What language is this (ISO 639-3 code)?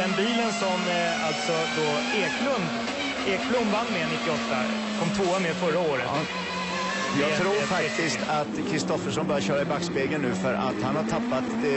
swe